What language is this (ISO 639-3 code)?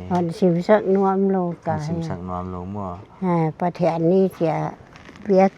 pck